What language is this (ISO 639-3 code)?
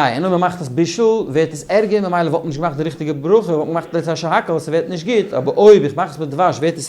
yid